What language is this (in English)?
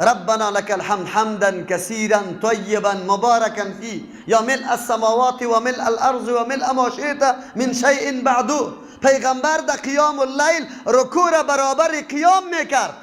Persian